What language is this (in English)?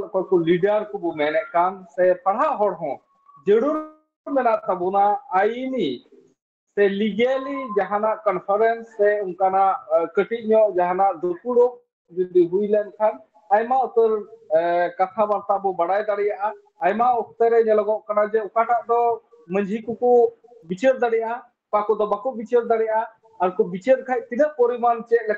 Santali